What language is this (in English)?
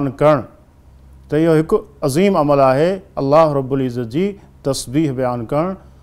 Sindhi